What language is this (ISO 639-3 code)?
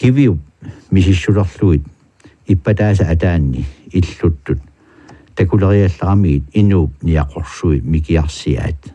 kal